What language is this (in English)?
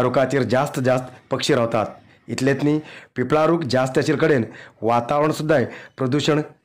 Konkani